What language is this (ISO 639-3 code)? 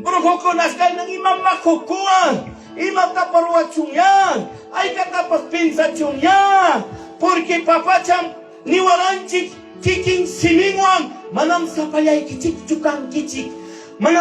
quy